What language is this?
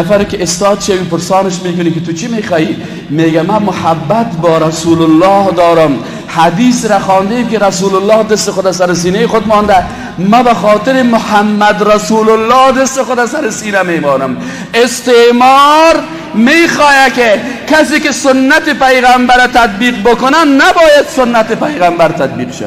Persian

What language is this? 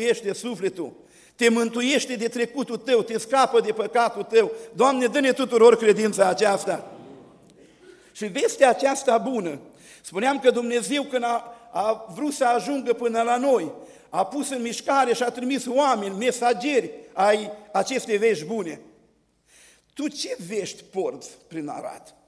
Romanian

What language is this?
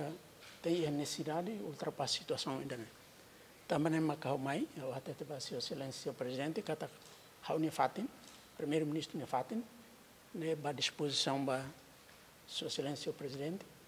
Tetum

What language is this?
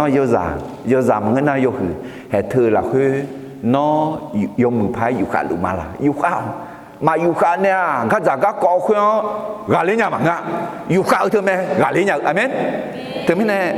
Akha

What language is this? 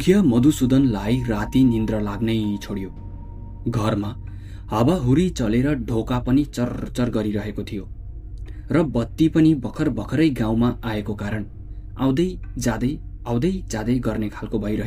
Nepali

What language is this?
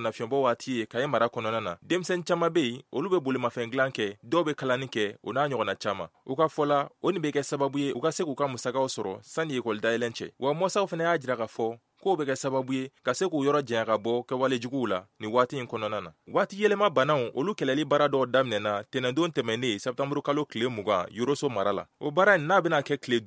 Bambara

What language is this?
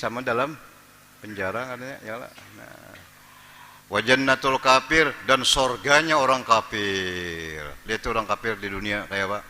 Banjar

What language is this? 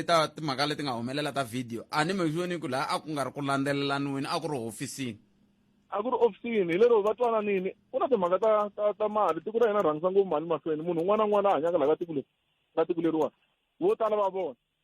Tsonga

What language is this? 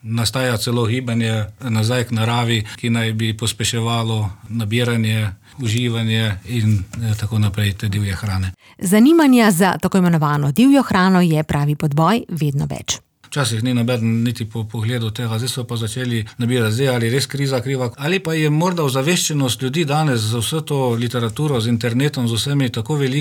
Slovenian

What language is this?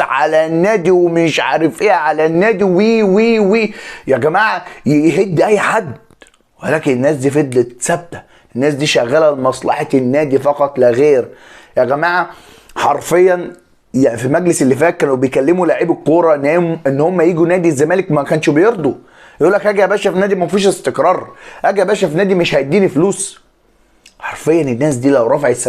Egyptian Arabic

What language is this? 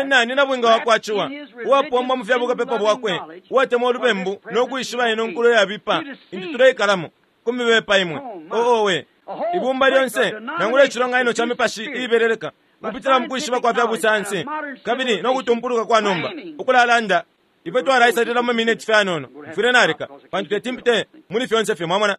Bemba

